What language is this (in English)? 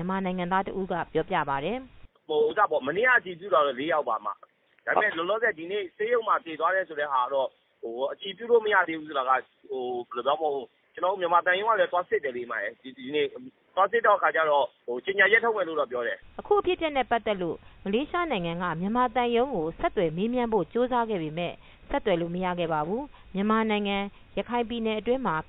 Burmese